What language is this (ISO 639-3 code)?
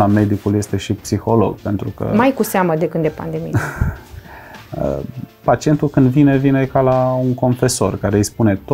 ron